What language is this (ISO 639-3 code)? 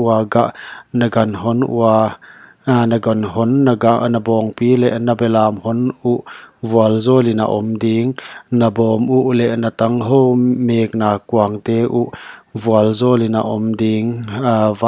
pck